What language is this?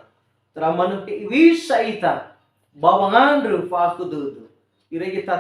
Nias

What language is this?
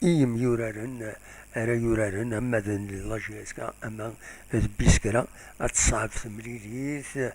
Kabyle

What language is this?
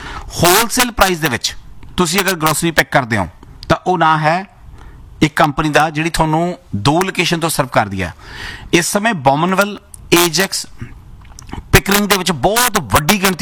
Punjabi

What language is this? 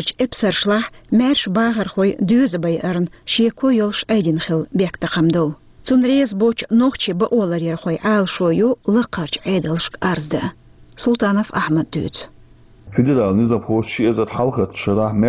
Chechen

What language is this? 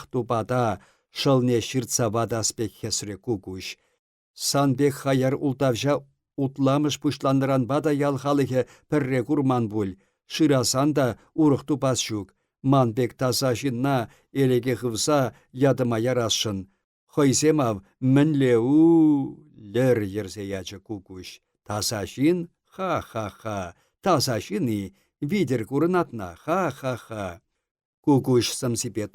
Chuvash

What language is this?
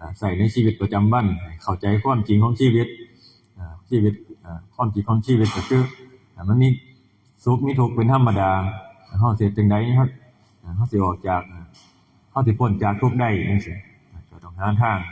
Northeastern Thai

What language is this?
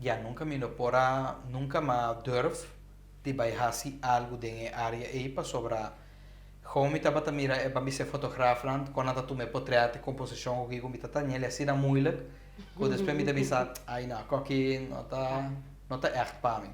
Papiamento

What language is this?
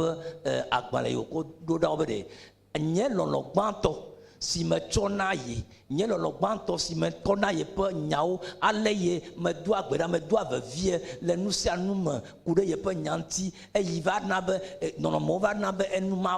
Ewe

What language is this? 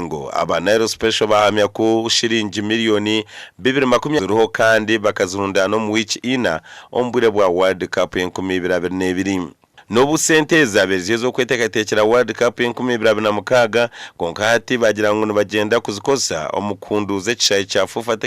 Nyankole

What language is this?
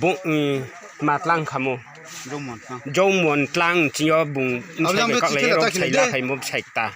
Riang (India)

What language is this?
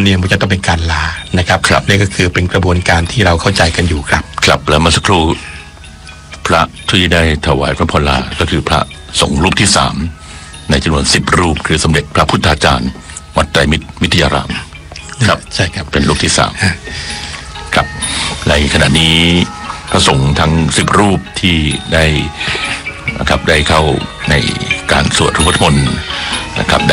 Thai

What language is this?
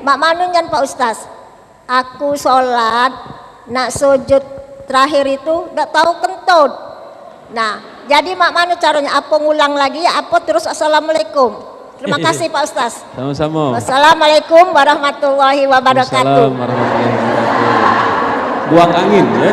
Musi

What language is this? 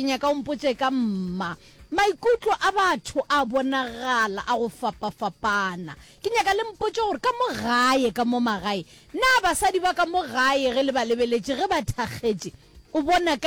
Northern Sotho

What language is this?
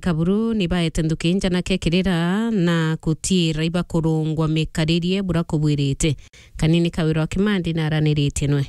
Meru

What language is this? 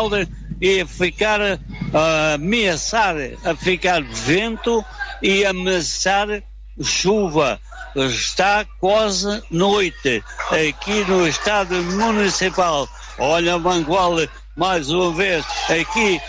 Portuguese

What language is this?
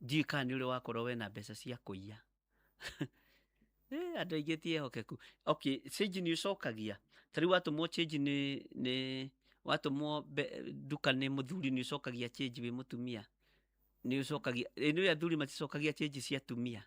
Kikuyu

